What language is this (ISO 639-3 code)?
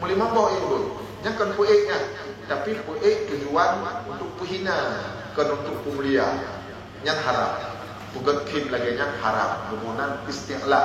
ace